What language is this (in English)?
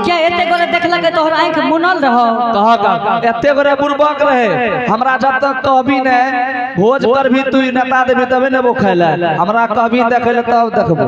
Angika